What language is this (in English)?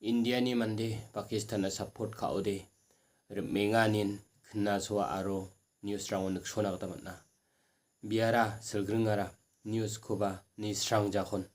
Garo